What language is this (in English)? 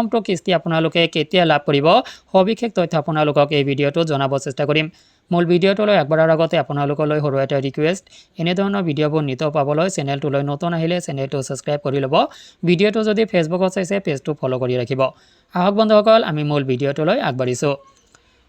Assamese